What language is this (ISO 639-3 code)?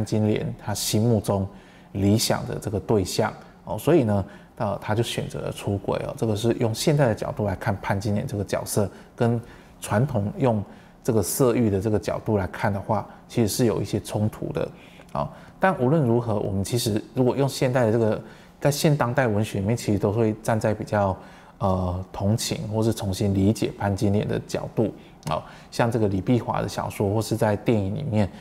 zho